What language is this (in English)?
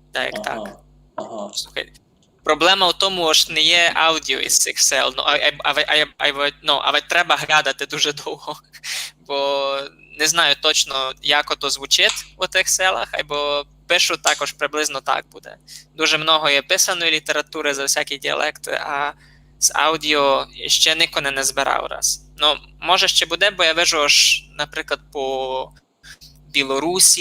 Rusyn